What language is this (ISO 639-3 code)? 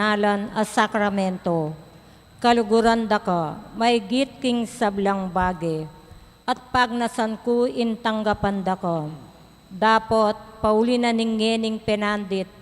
pam